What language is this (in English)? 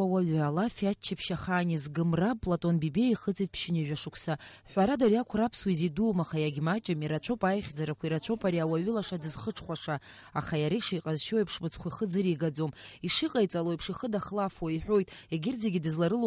Abkhazian